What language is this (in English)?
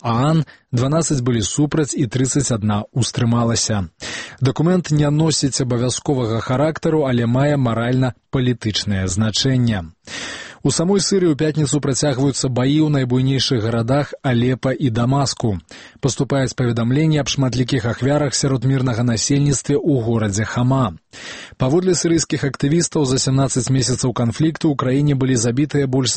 Belarusian